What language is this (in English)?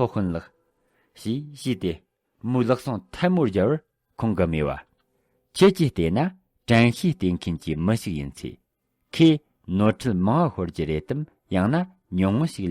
Tibetan